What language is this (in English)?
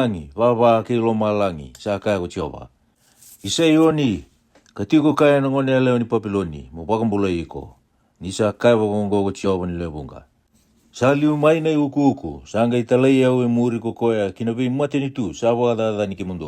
Fijian